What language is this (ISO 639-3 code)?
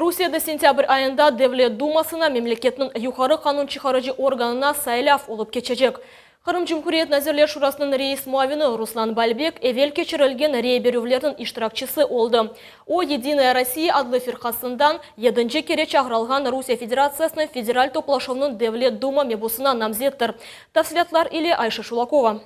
crh